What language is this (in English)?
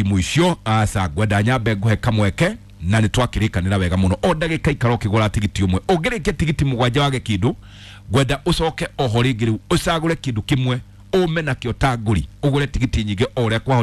Kikuyu